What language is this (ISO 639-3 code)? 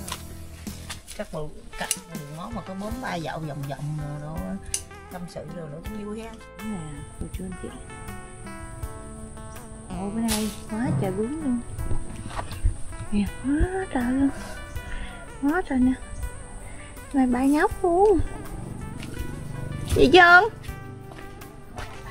vie